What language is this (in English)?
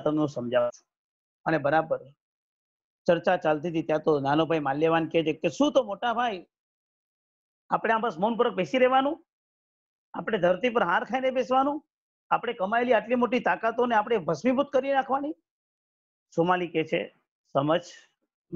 Gujarati